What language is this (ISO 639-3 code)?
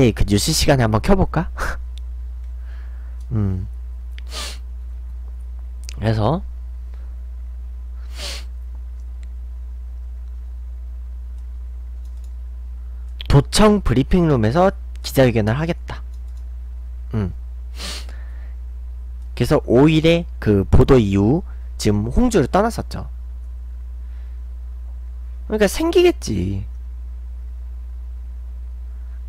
kor